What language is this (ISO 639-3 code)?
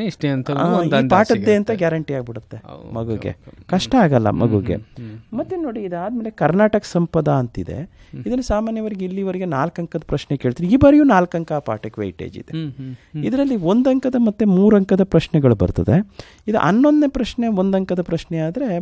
kan